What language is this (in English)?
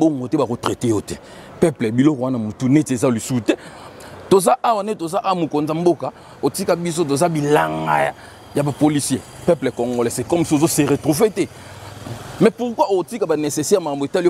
Lingala